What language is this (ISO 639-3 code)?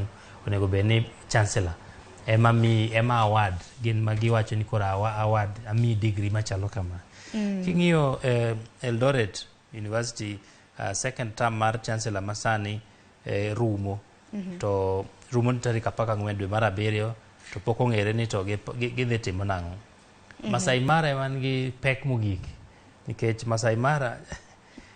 luo